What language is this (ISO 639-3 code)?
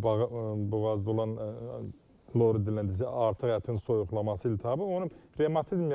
aze